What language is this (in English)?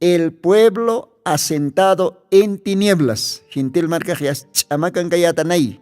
Aymara